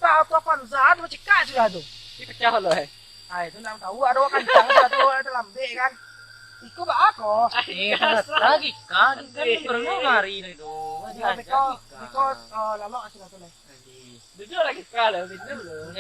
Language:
Minangkabau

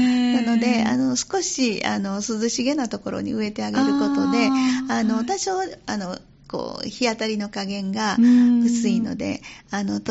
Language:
Japanese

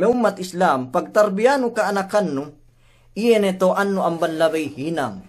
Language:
Yakan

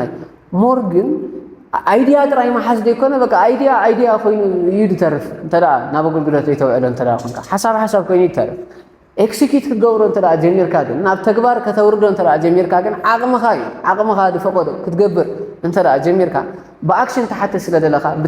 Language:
Tigrinya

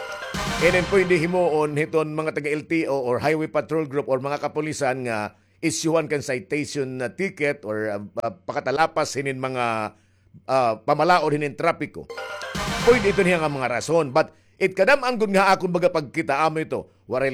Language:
Waray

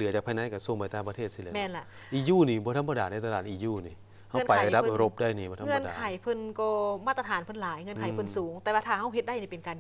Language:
Lao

